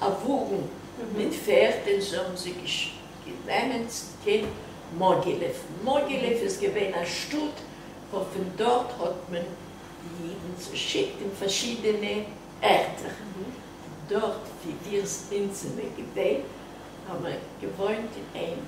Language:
Yiddish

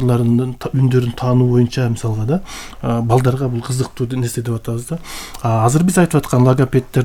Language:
Kyrgyz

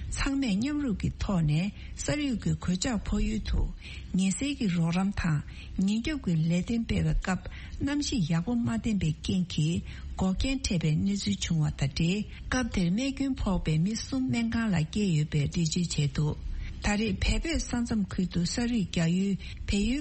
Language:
Tibetan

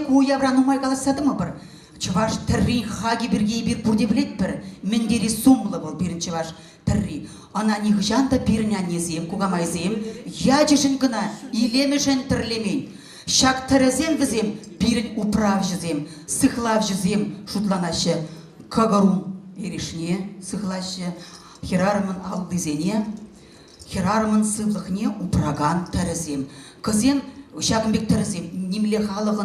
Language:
Chuvash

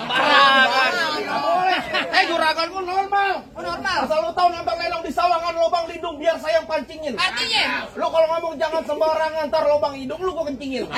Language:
Betawi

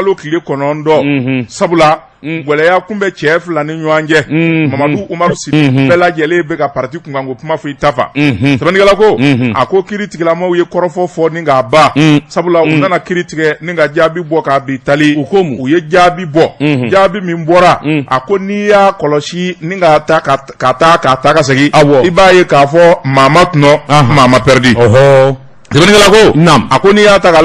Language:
Bambara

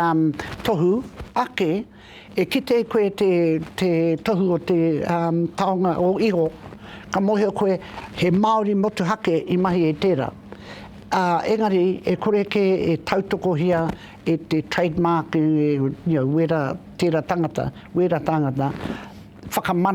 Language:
Māori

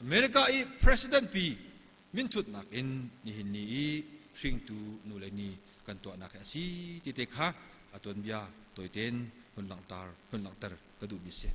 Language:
Hakha Chin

